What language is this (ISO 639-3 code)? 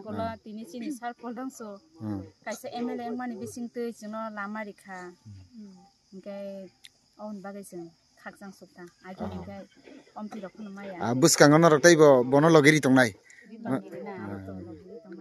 trp